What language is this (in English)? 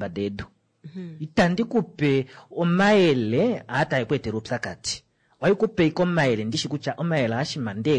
Kuanyama